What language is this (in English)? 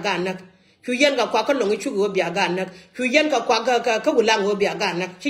Nuer